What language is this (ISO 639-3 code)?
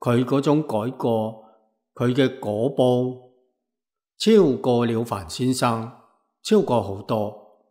yue